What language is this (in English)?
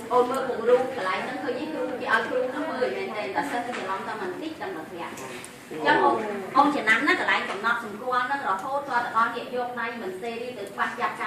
Khmer